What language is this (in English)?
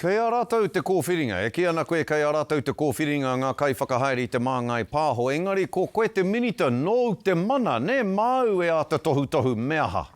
Māori